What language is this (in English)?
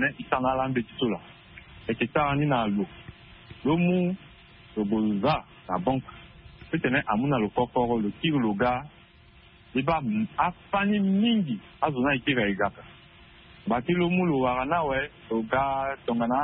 Sango